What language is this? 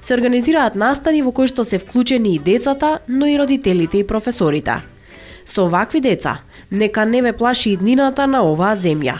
Macedonian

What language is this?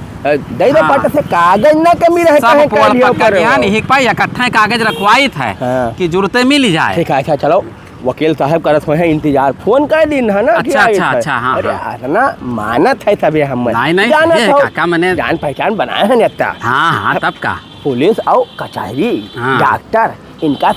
Awadhi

